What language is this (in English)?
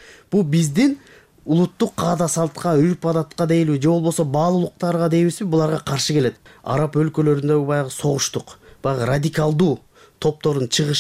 Kyrgyz